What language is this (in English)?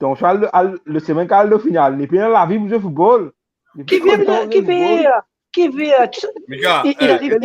Morisyen